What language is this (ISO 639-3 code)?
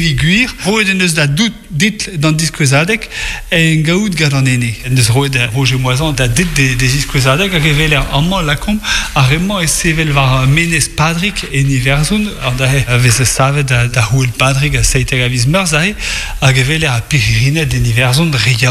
bre